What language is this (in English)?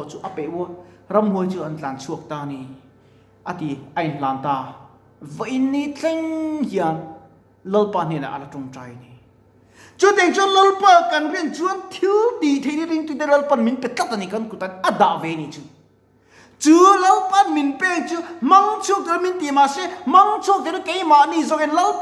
Mizo